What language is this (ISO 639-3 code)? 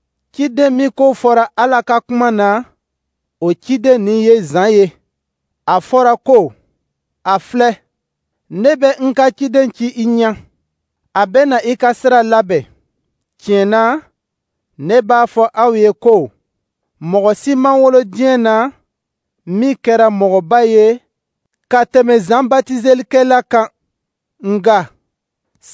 dyu